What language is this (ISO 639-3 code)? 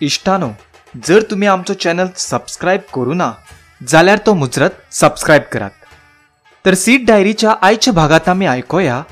kok